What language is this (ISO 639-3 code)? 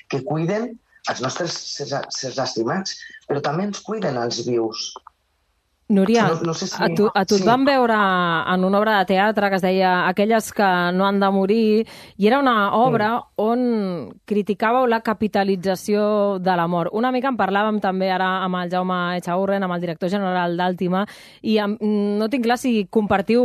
cat